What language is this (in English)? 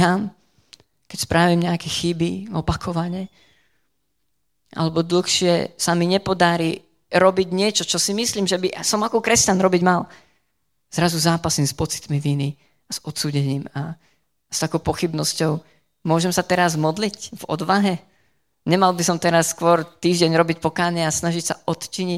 Slovak